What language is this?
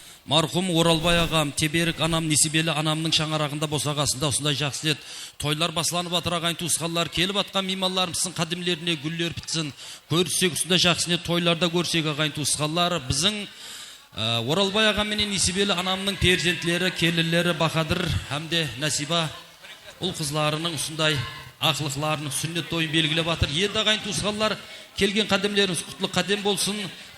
Kara-Kalpak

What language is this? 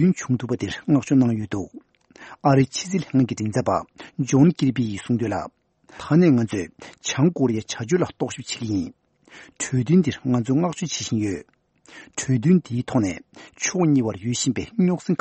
Tibetan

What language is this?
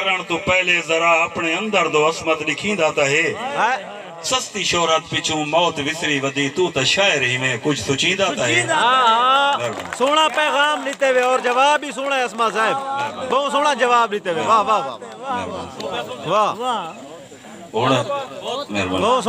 Saraiki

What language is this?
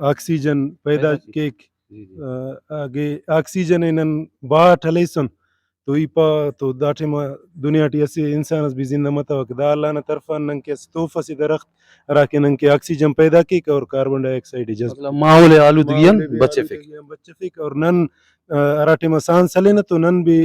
Brahui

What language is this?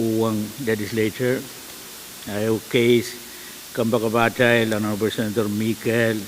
Pohnpeian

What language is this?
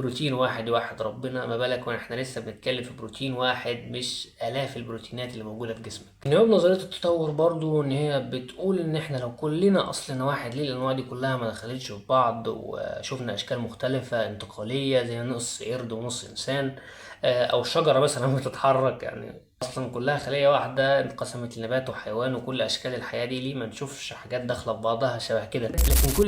Egyptian Arabic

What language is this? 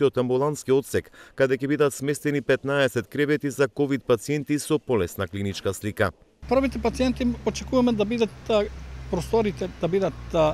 Macedonian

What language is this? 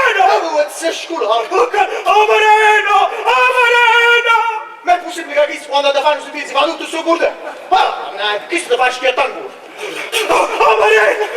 Neapolitan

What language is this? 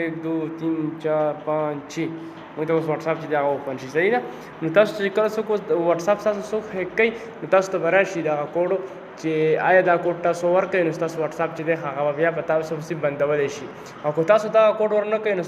Pashto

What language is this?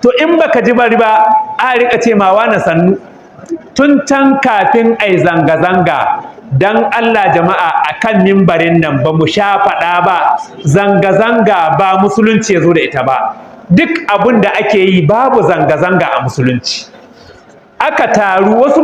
Hausa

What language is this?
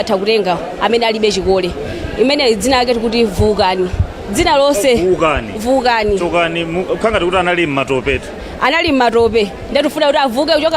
Nyanja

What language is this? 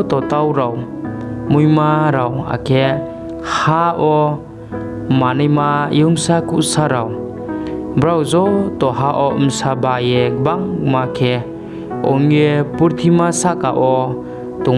Riang (India)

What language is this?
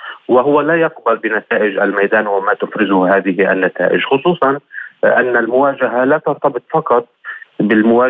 Arabic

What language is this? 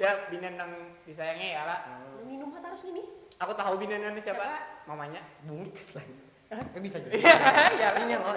Banjar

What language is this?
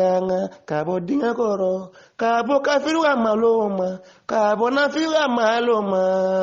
Bambara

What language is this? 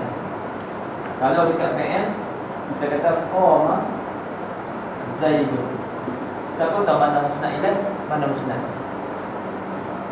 Malay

